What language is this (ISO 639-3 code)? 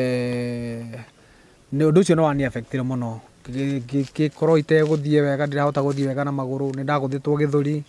kik